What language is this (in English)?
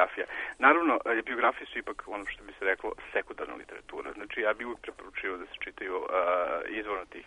Serbian